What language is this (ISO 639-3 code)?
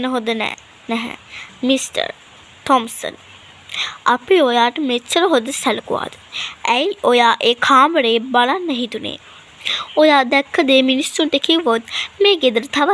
sin